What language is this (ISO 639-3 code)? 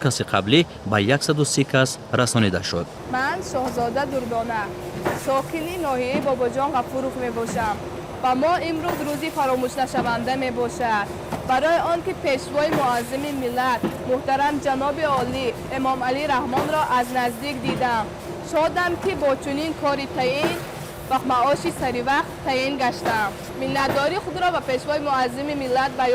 tgk